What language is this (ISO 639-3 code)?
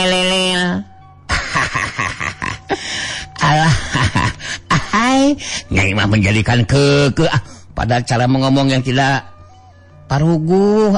sun